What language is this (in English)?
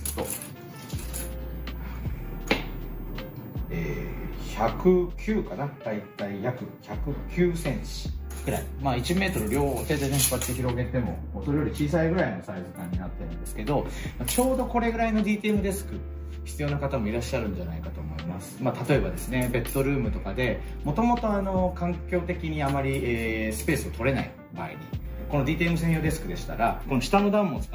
Japanese